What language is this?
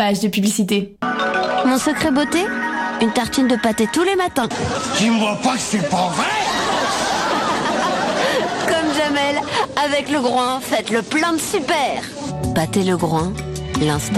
French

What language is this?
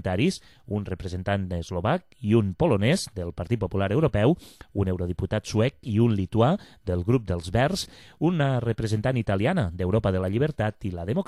Catalan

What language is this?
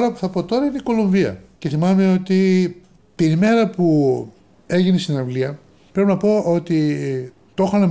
Greek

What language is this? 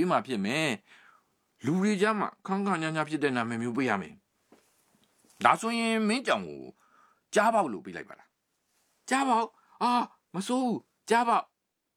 Burmese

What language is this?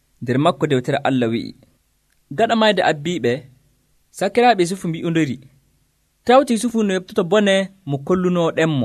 Nigerian Fulfulde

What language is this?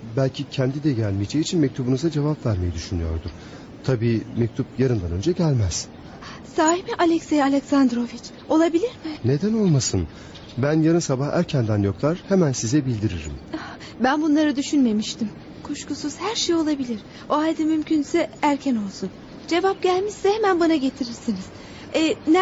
Turkish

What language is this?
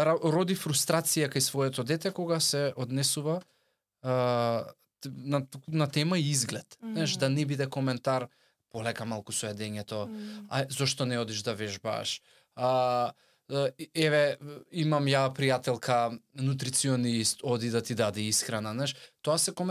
Macedonian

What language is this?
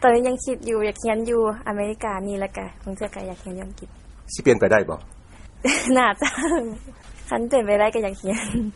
Lao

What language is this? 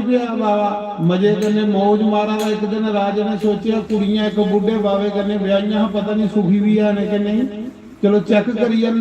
Dogri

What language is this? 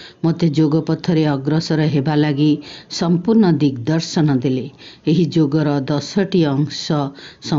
Odia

